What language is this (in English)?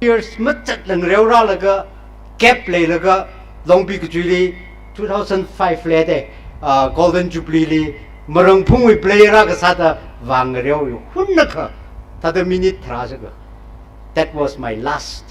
Tangkhul Naga (India)